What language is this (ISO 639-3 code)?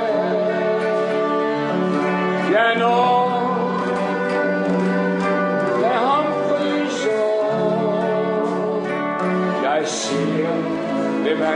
dan